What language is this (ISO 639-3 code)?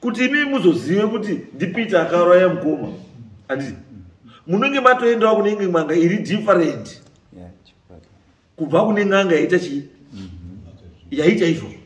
sna